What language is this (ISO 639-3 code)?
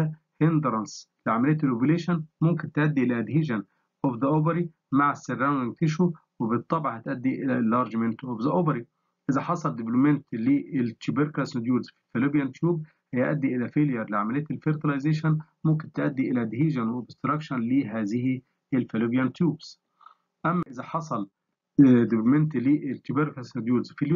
arz